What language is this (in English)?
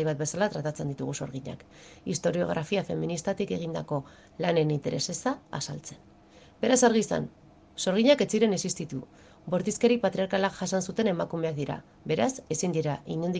Basque